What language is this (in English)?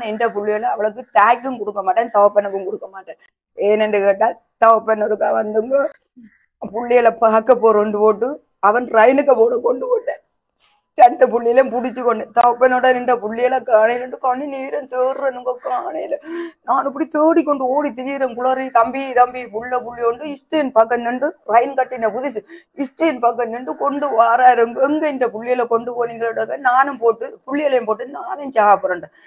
Tamil